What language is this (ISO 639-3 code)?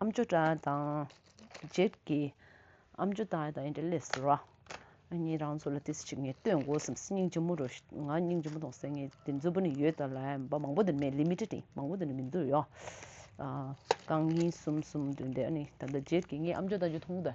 bod